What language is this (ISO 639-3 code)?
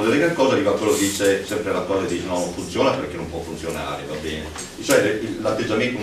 ita